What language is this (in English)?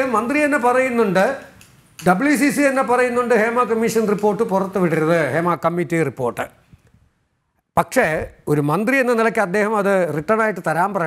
Malayalam